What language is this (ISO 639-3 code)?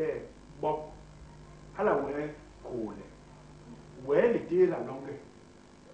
bas